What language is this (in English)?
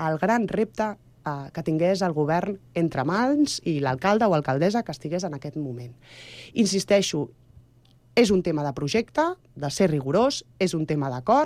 Catalan